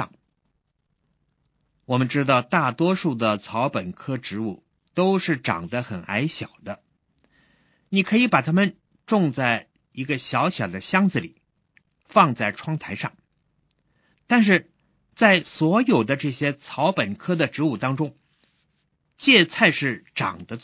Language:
Chinese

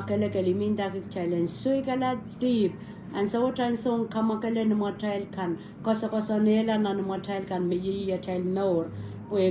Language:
Pohnpeian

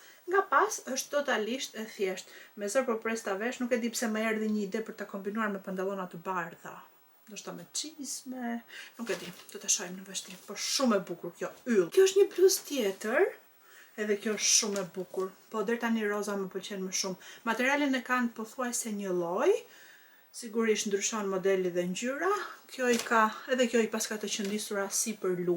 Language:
Albanian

